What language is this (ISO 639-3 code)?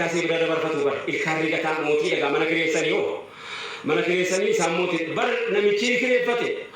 orm